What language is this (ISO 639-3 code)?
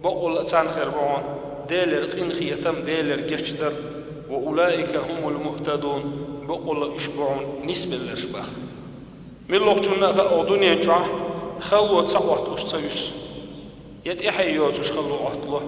che